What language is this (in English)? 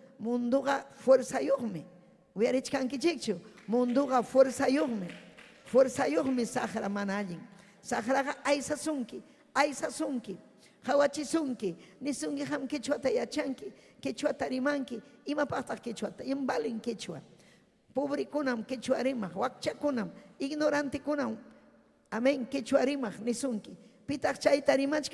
Ayacucho Quechua